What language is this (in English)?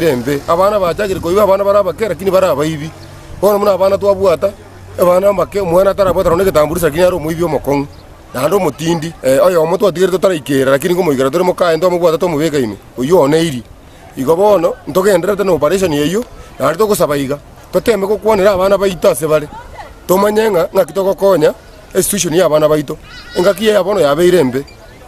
Gusii